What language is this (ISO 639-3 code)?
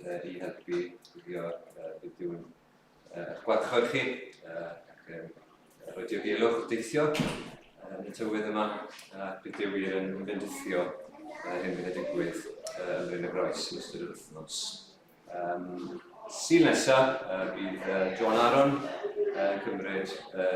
cym